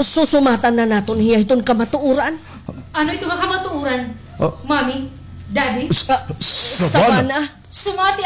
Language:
Waray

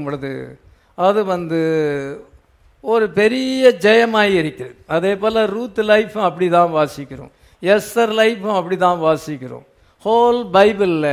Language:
Tamil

